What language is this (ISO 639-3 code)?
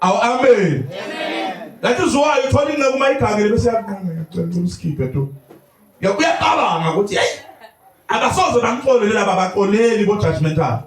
zul